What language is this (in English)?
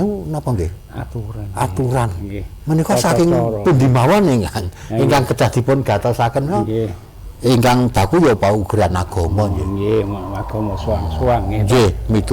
Javanese